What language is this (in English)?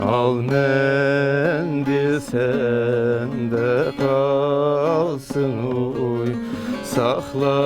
Zaza